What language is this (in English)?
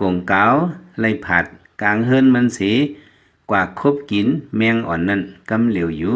Lao